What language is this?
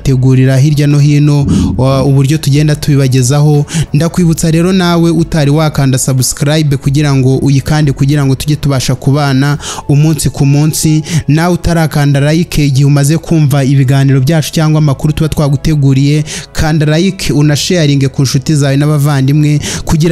Kinyarwanda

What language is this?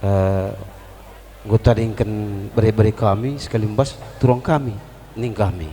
Batak Karo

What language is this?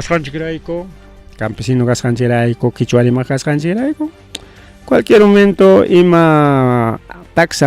Ayacucho Quechua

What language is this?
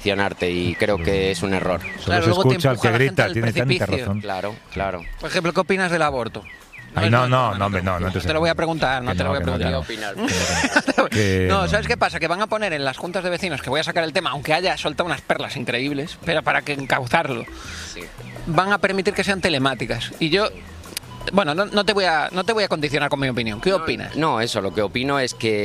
Spanish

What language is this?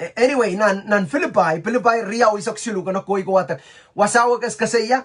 Pohnpeian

